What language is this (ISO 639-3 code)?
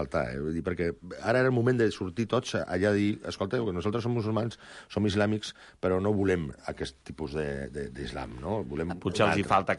cat